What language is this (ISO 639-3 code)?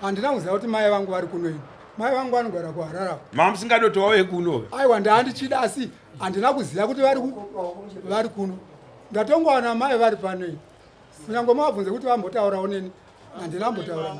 sna